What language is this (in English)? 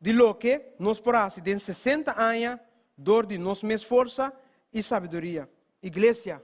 Papiamento